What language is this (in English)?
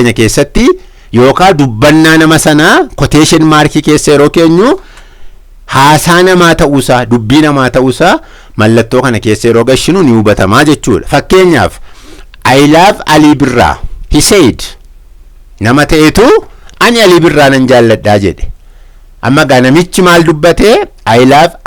Oromo